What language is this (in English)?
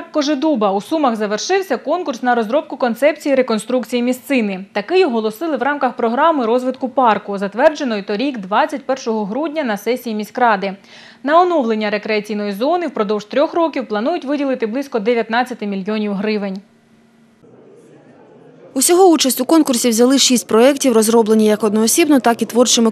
Ukrainian